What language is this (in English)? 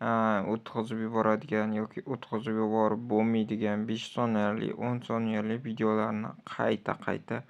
Uzbek